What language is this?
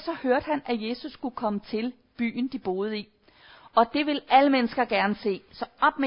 Danish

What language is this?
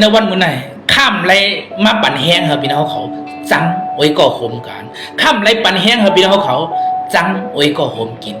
Shan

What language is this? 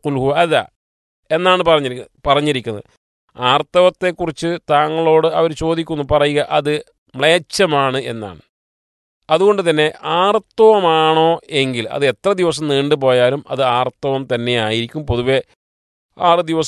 Malayalam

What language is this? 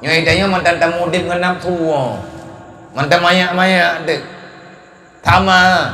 Achinese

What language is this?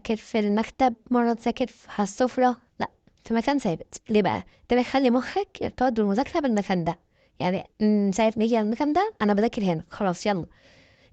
Egyptian Arabic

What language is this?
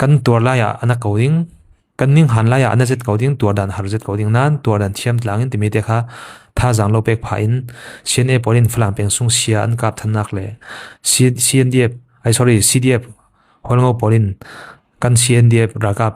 Falam Chin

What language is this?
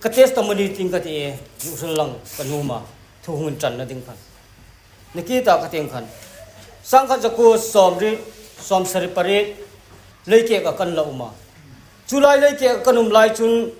Hmar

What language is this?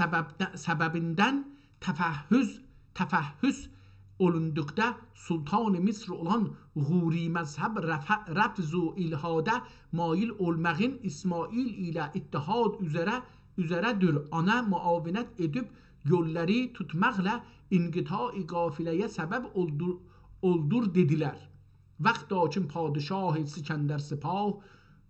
South Azerbaijani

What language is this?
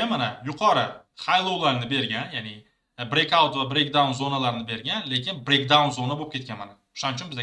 Uzbek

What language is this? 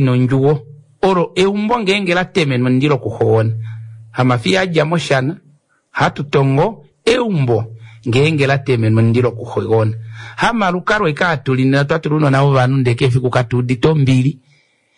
Kuanyama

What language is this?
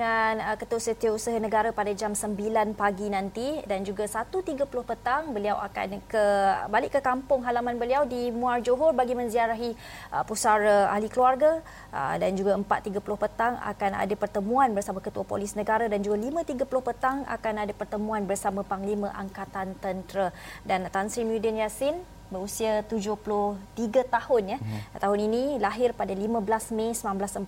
Malay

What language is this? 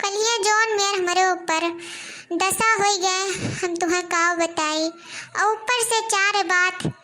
Awadhi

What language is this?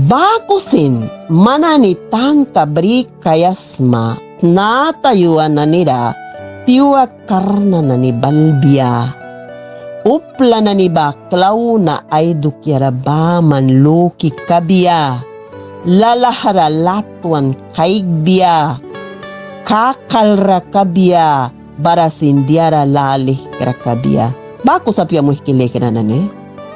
Mískito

